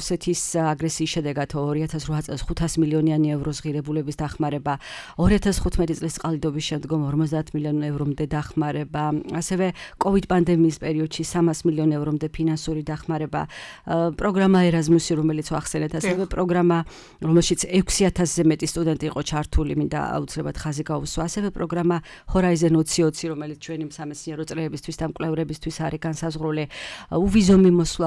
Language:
Georgian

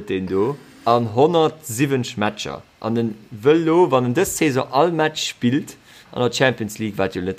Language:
Luxembourgish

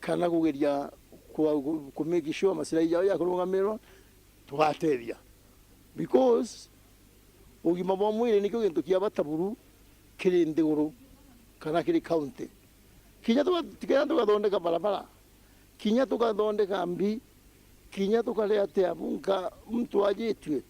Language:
Meru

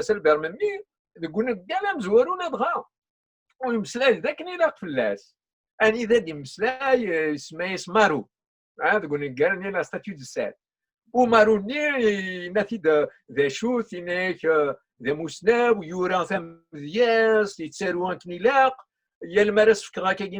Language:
Kabyle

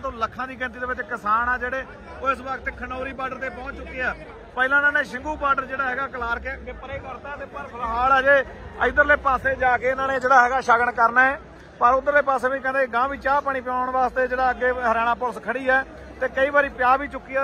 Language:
Punjabi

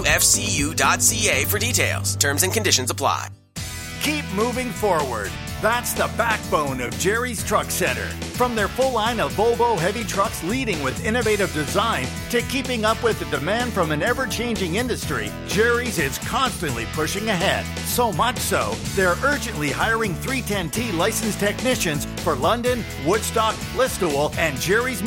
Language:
English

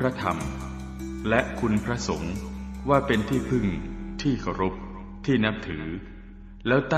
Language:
Pali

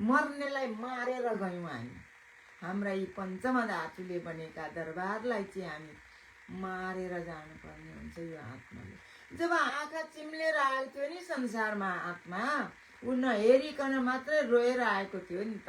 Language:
Nepali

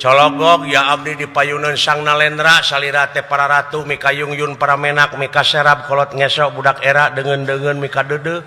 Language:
Sundanese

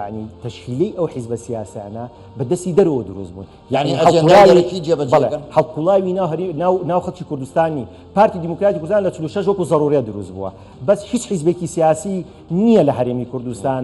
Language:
Central Kurdish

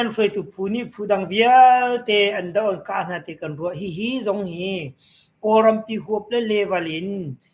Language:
Hakha Chin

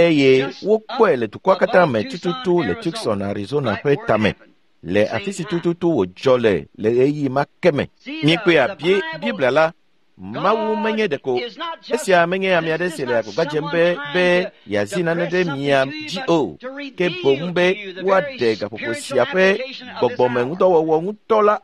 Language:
Ewe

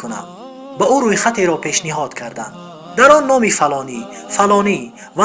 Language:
Tajik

